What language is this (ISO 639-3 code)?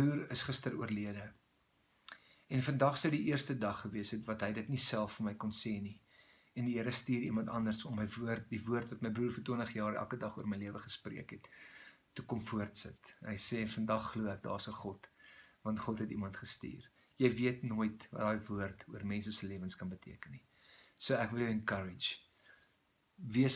afr